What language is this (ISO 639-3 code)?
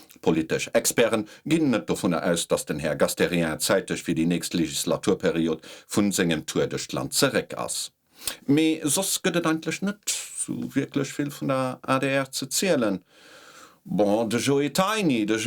ltz